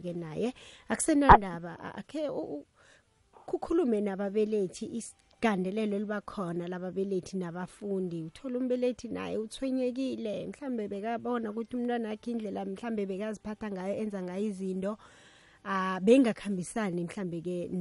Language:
South Ndebele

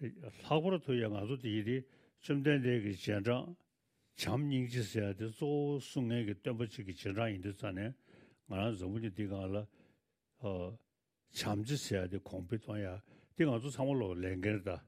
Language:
Tibetan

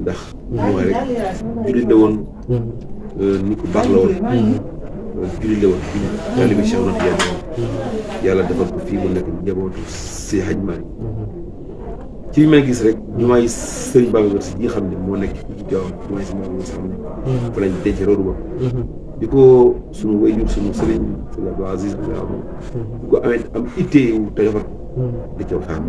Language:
Wolof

